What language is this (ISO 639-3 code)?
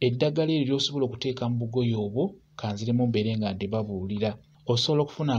lug